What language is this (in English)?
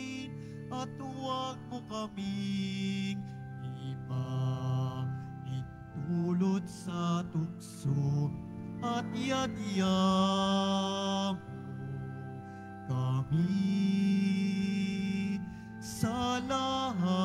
Filipino